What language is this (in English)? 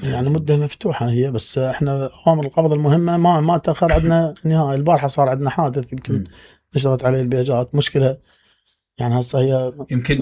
Mesopotamian Arabic